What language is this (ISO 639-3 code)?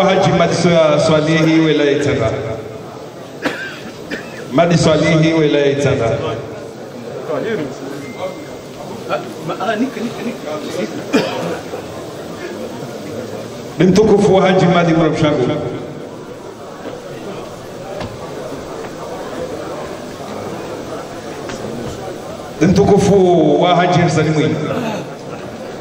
swa